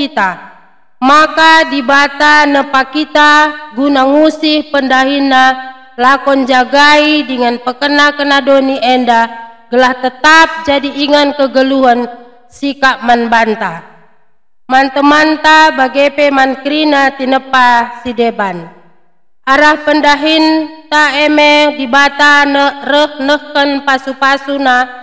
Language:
Batak Karo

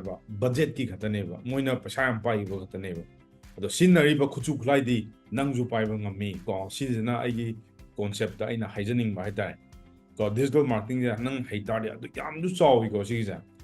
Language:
Manipuri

